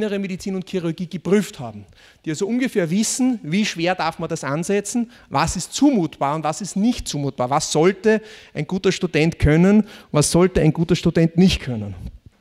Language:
German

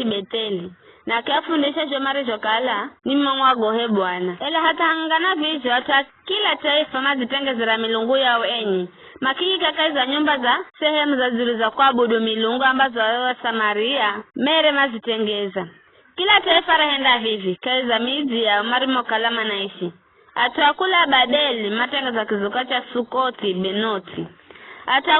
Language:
Giryama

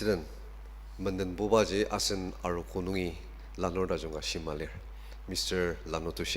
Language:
Ao Naga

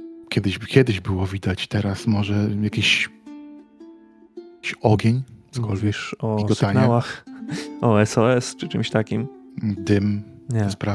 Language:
Polish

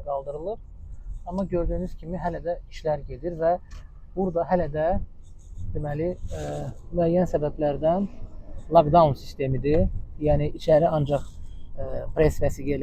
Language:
Azerbaijani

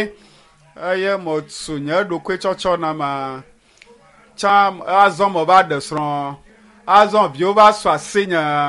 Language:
Ewe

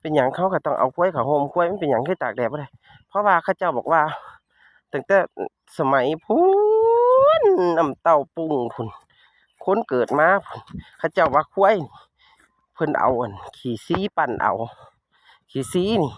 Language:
Northeastern Thai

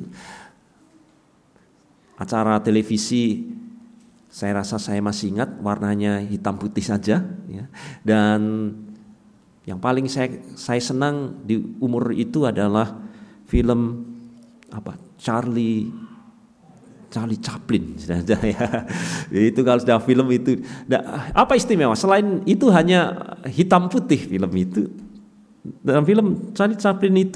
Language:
Indonesian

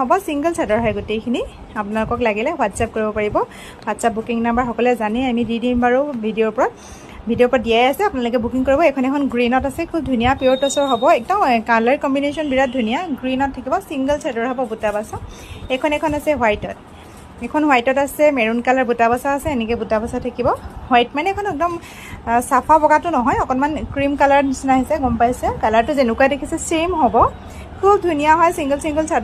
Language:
Assamese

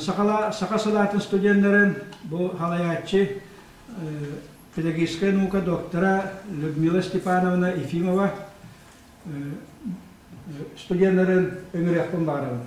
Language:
Yakut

